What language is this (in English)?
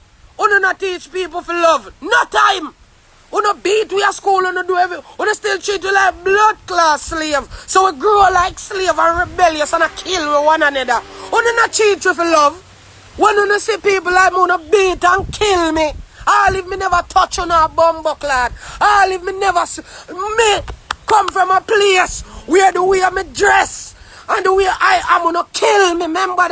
Jamaican Creole English